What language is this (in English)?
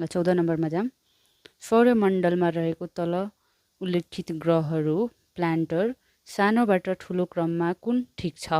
Nepali